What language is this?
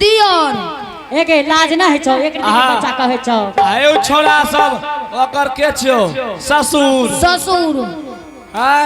Angika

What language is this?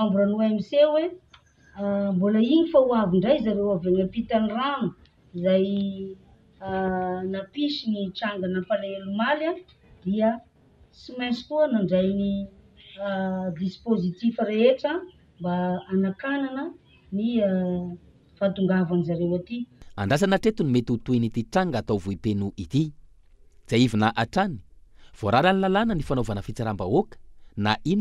Malagasy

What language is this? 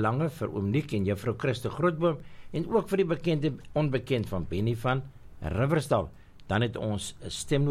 Afrikaans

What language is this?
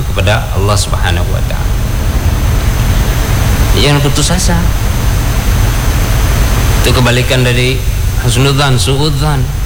Indonesian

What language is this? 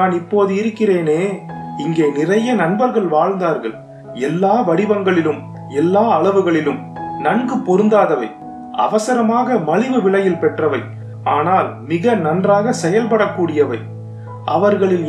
Tamil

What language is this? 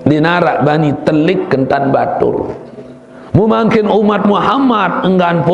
Sasak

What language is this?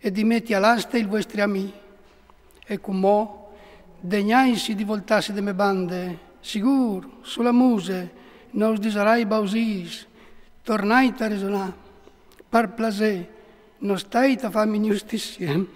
Friulian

